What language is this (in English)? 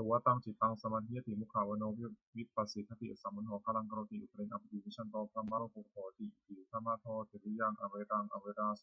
Pali